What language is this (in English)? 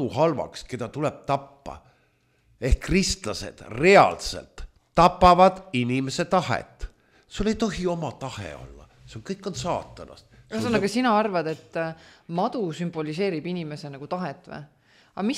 Estonian